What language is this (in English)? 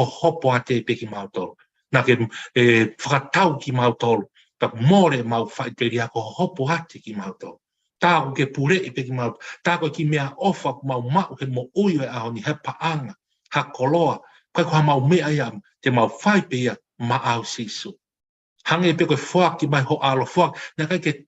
Tongan